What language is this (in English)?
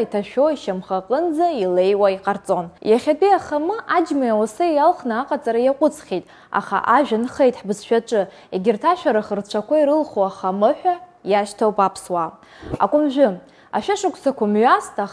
Abkhazian